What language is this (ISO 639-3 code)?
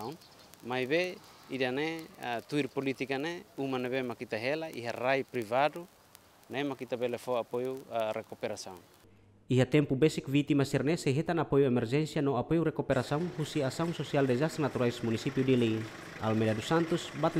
tet